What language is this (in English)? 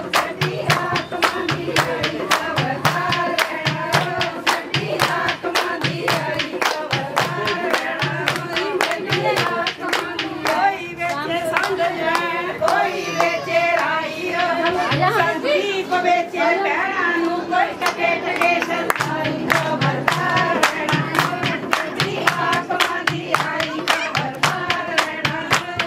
Punjabi